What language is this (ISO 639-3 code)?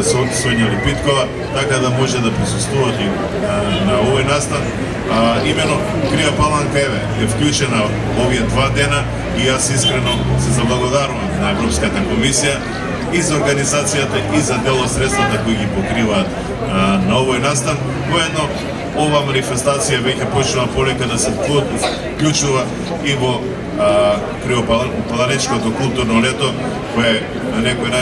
mkd